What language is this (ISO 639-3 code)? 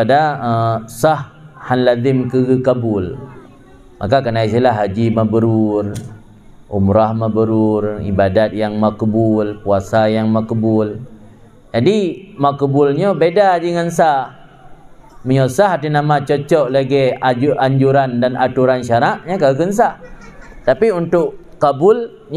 ace